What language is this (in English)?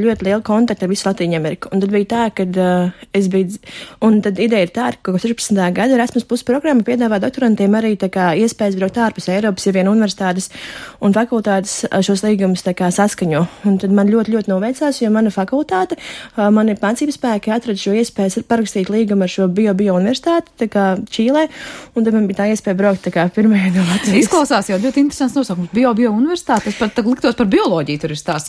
Latvian